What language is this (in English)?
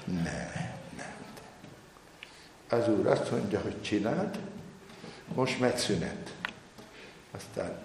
Hungarian